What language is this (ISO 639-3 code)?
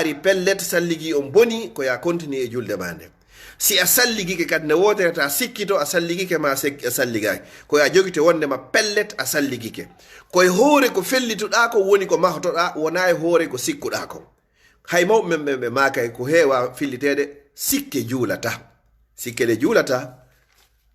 ful